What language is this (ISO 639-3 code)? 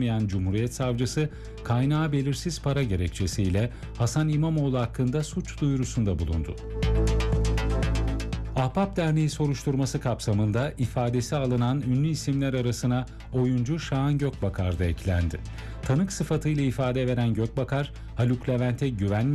tur